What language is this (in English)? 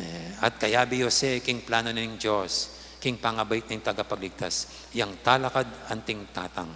Pampanga